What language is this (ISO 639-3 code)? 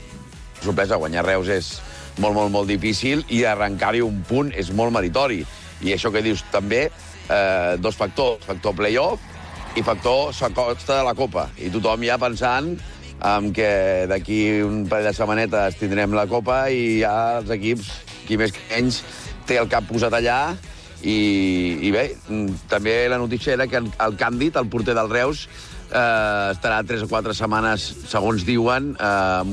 cat